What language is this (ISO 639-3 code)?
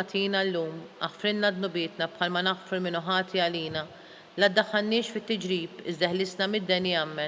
mlt